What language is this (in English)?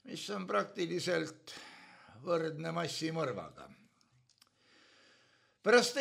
Estonian